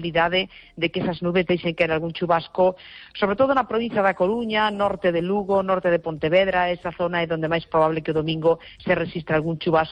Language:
Galician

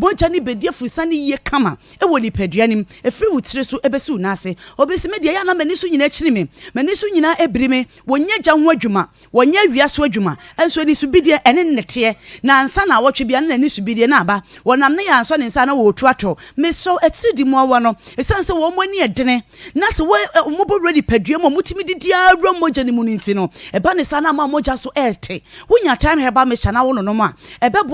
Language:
Akan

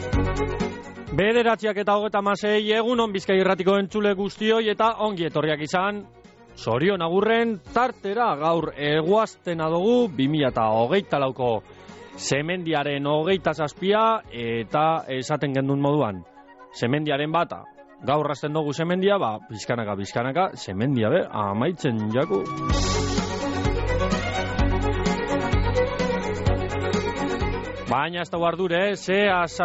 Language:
Basque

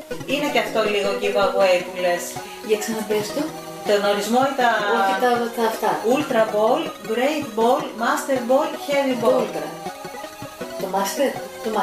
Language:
Greek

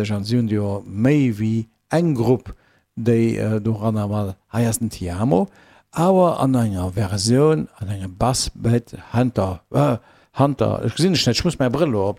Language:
Luxembourgish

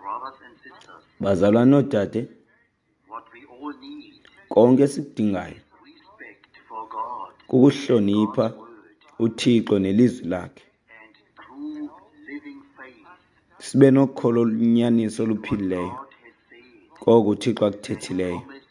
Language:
Xhosa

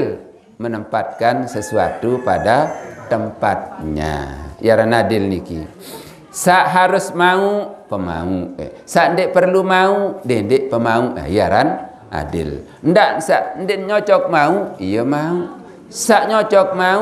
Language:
Sasak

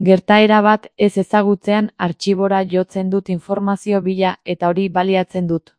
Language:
Basque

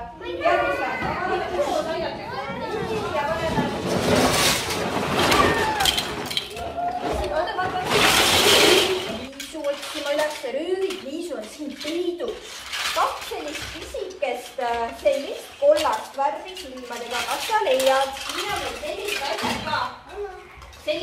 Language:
Estonian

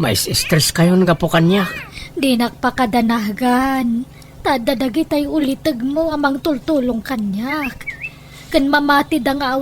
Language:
Iloko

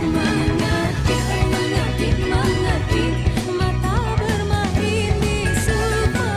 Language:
Musi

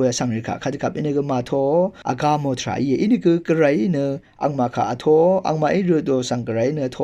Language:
Rawang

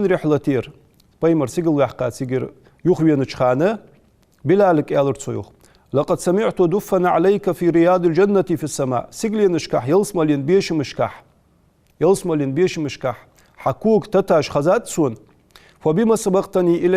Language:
Ingush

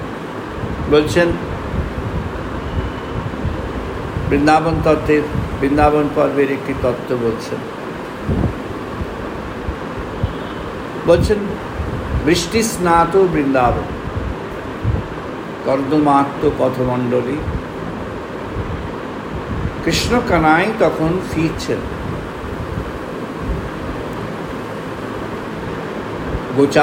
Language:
Bangla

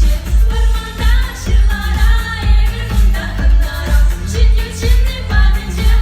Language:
Chuvash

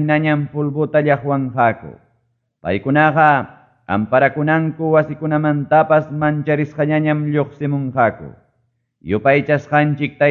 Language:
Ayacucho Quechua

